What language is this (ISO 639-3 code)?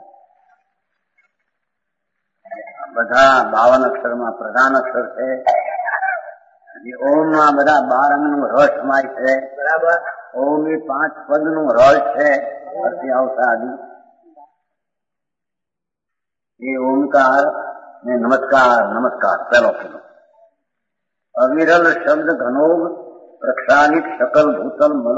guj